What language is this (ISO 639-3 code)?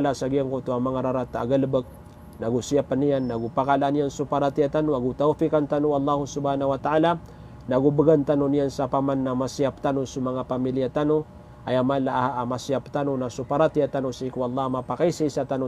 mrw